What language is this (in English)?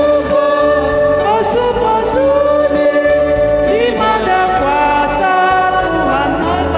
Batak Simalungun